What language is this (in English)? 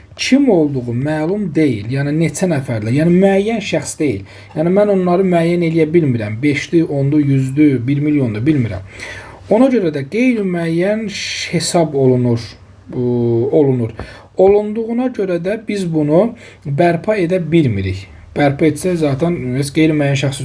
Azerbaijani